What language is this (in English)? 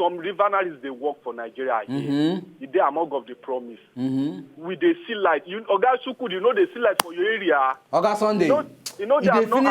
Nigerian Pidgin